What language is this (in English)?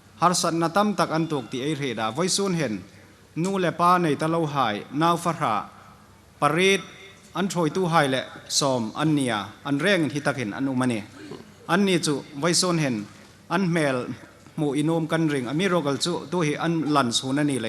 Hmar